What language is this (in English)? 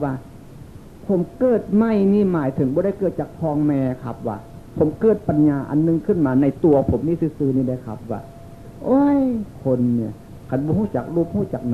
Northeastern Thai